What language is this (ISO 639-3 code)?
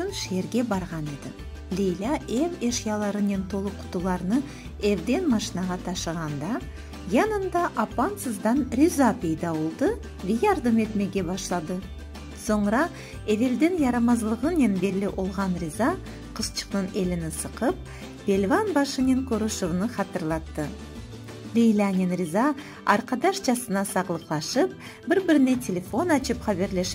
crh